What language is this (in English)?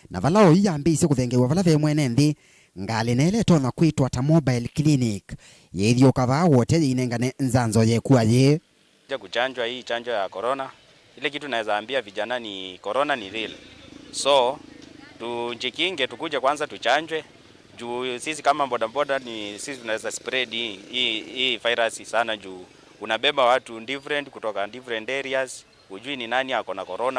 Kamba